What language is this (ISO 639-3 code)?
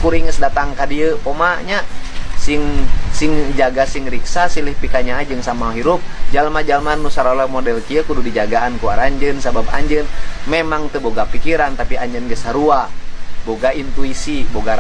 sun